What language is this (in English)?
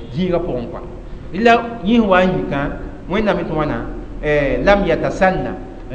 Mossi